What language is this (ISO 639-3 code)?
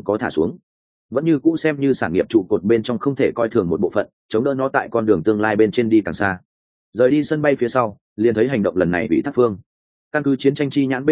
vie